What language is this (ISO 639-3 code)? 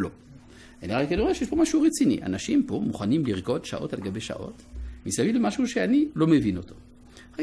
heb